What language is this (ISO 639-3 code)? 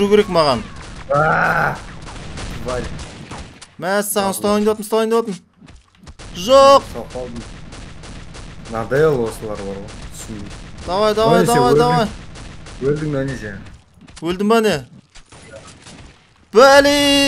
kaz